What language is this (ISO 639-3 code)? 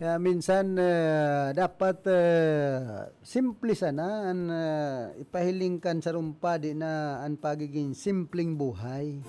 bik